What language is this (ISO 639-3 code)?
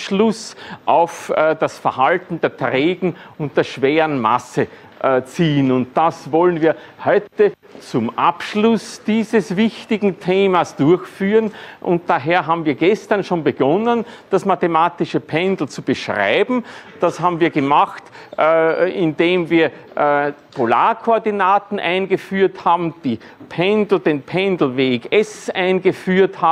deu